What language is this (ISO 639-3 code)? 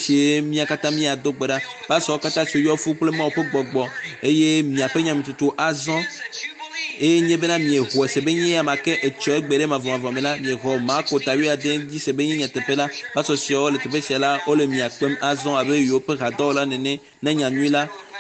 ewe